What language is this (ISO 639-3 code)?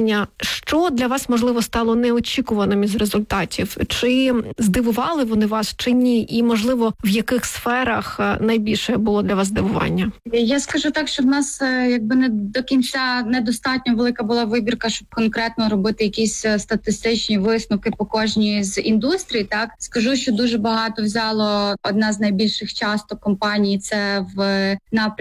ukr